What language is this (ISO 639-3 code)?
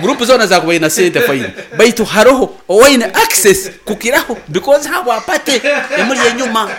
nyo